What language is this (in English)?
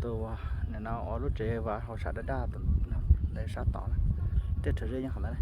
Hmong